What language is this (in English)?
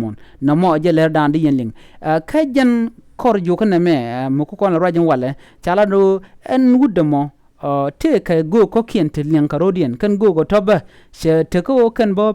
Nuer